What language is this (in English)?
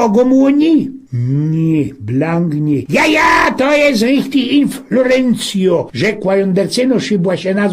Silesian